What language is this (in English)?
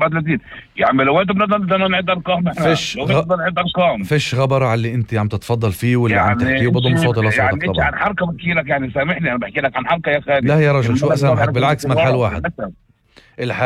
North Levantine Arabic